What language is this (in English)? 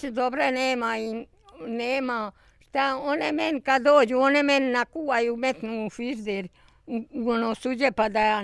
Bosnian